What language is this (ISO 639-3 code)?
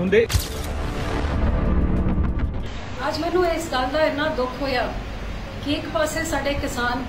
pan